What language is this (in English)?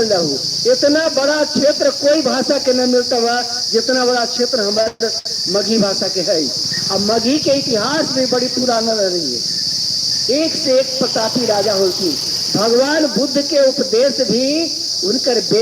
Magahi